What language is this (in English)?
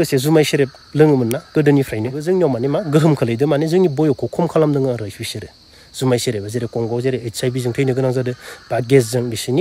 Bodo